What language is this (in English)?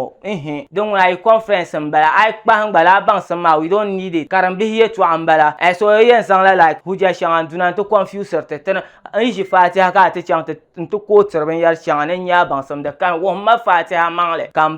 Dagbani